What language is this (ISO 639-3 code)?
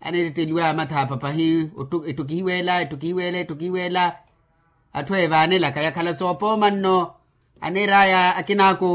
vmw